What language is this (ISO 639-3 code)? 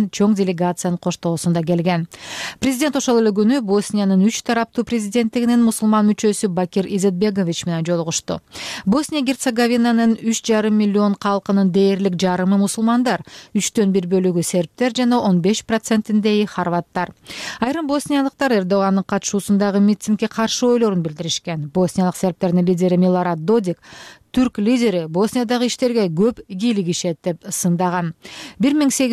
kir